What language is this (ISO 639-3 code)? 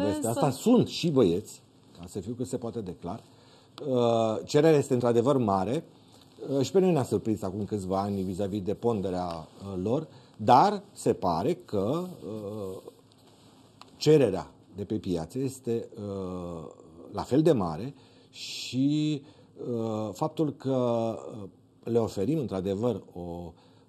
ron